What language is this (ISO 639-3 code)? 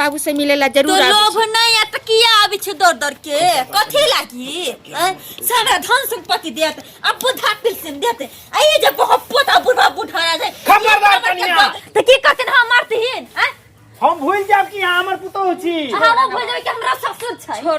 mai